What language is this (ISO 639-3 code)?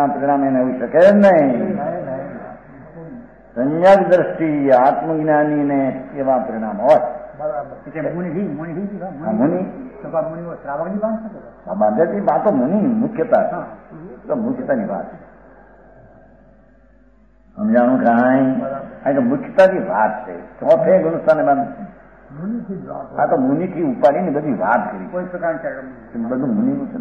guj